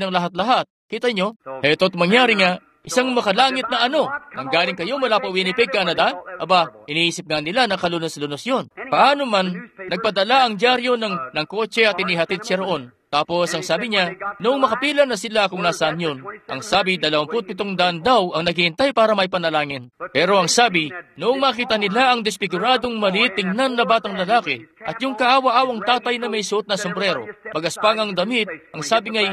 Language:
Filipino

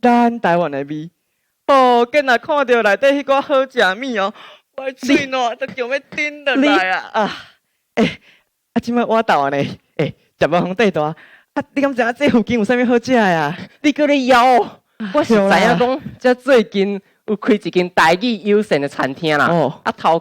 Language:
Min Nan Chinese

